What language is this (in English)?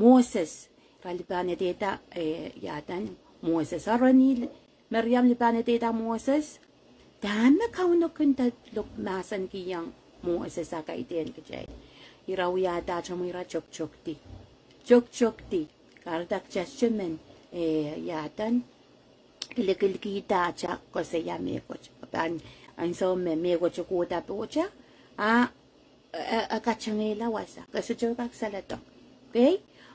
Pohnpeian